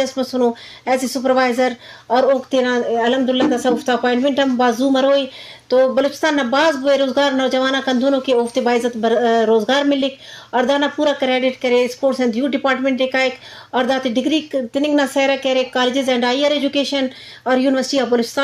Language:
Eastern Balochi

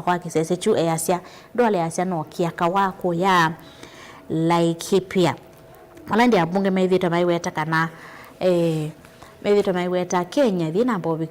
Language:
Kamba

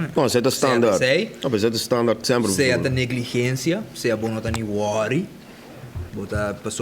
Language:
Papiamento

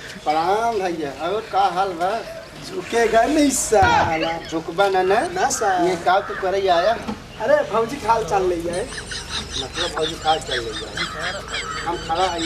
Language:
Bhojpuri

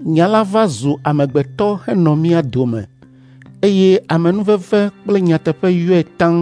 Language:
Ewe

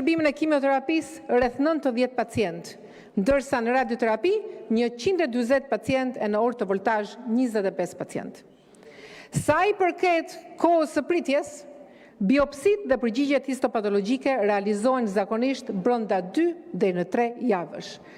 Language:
Albanian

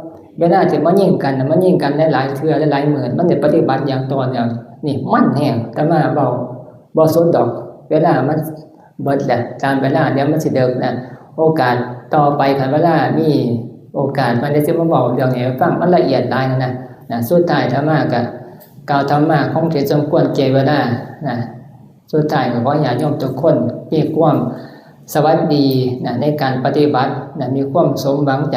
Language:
Northeastern Thai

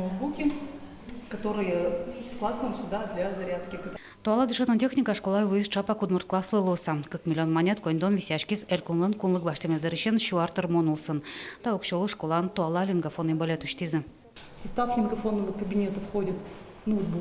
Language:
Udmurt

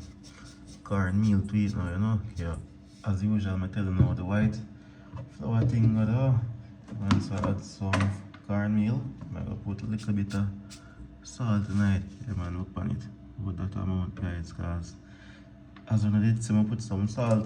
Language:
Jamaican Creole English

